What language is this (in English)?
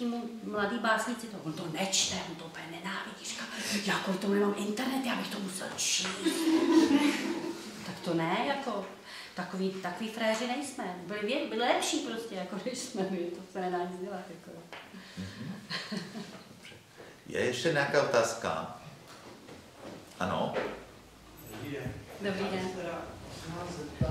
Czech